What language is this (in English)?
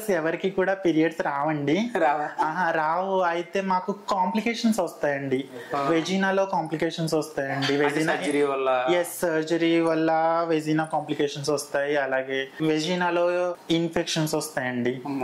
Telugu